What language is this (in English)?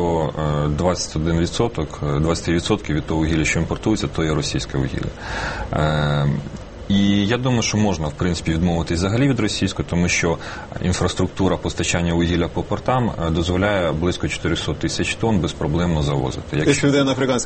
Ukrainian